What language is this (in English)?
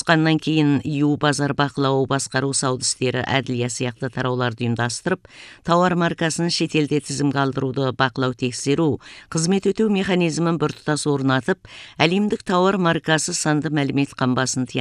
Kazakh